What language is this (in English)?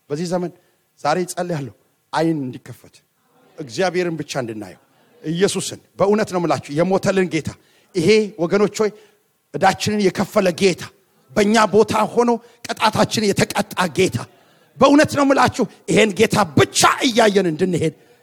Amharic